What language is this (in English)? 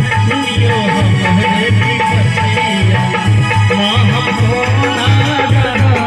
Maithili